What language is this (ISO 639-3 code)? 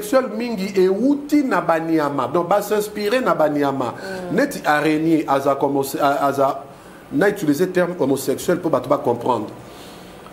lin